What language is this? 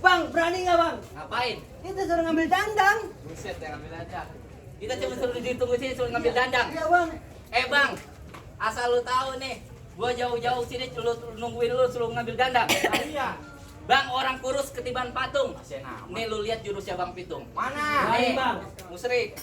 Betawi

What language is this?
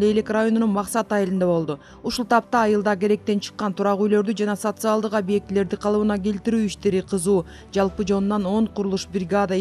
Kyrgyz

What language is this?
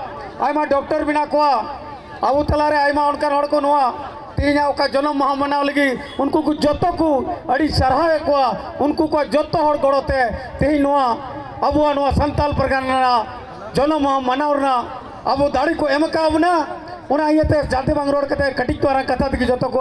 Santali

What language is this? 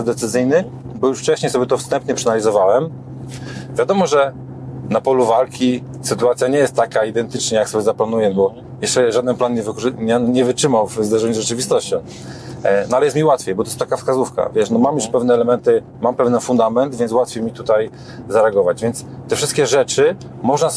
Polish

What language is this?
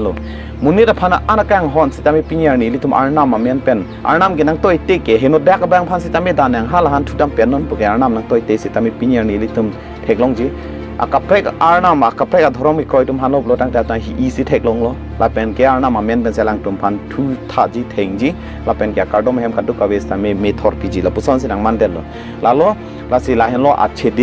Karbi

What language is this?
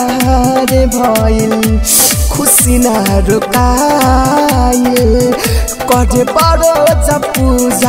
Bhojpuri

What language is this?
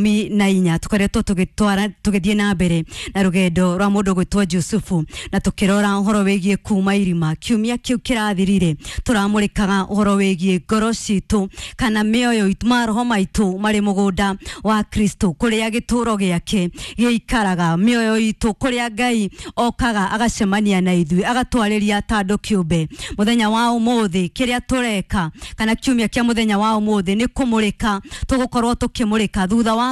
Kikuyu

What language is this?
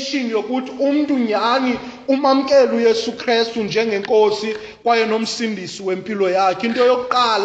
Xhosa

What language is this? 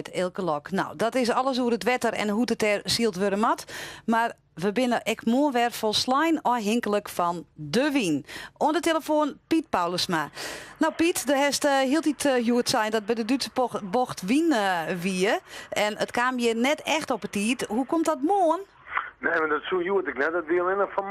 Western Frisian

